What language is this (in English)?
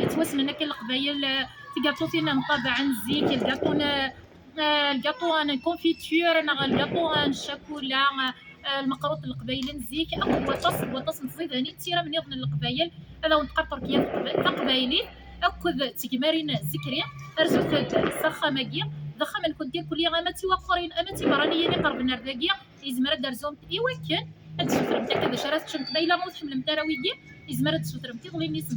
Kabyle